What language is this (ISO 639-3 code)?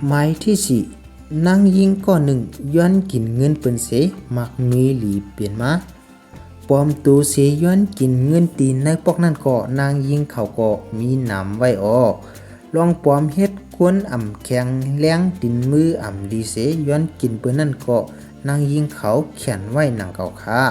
shn